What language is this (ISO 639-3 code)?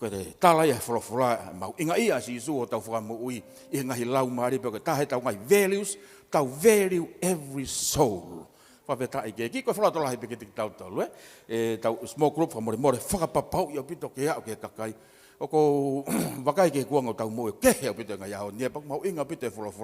ton